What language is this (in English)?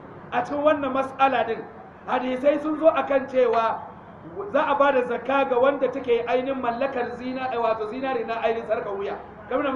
Hausa